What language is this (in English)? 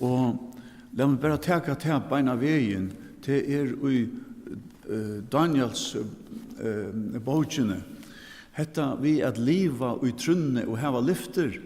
Faroese